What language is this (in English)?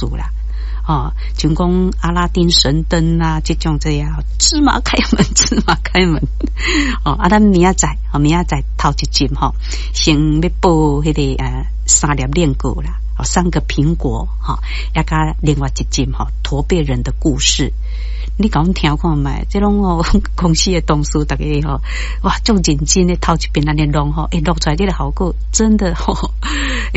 Min Nan Chinese